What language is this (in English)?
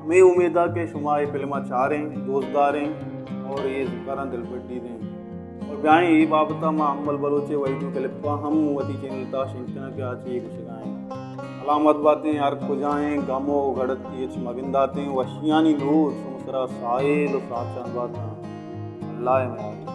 Baluchi